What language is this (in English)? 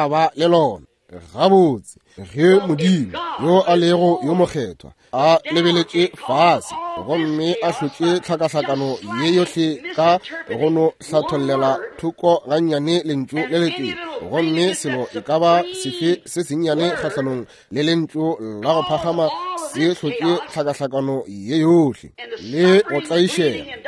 Northern Sotho